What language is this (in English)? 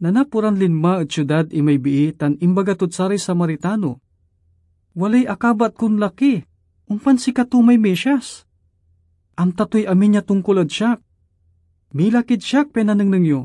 Pangasinan